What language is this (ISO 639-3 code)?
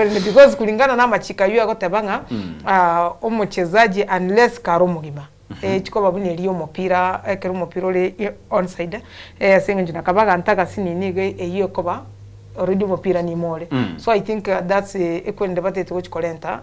guz